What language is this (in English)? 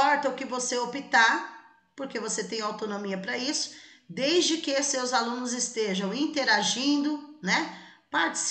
Portuguese